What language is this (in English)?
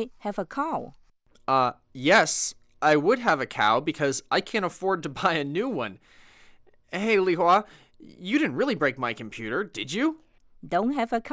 Cantonese